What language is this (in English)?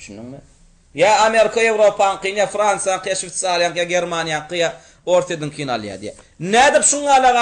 Turkmen